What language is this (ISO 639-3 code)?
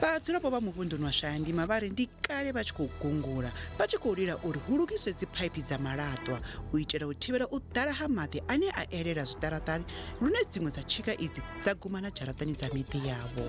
ven